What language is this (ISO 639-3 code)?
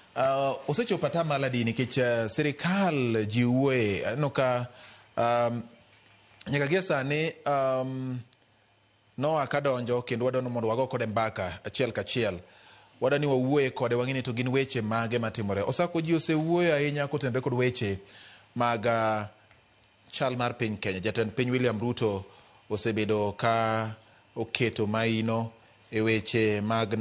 luo